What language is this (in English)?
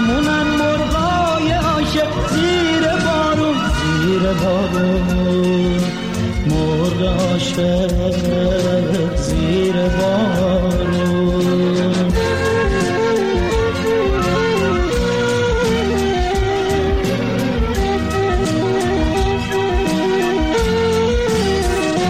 Persian